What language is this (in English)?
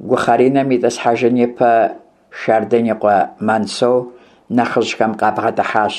Kabardian